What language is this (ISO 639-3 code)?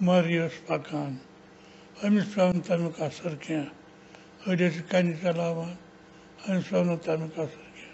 kas